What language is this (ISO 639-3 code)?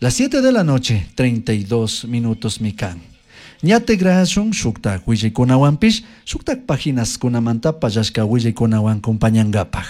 qug